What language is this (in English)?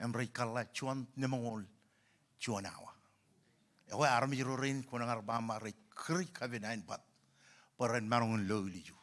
Marshallese